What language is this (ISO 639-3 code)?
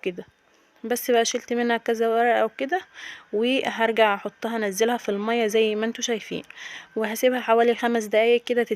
arz